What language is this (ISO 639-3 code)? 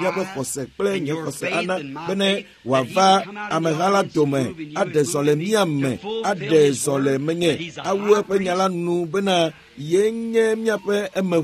ewe